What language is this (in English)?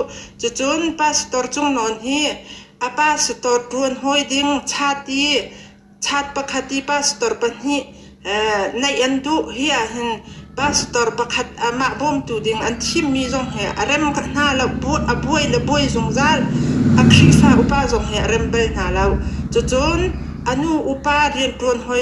Hakha Chin